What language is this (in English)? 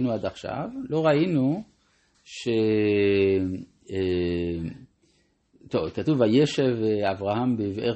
Hebrew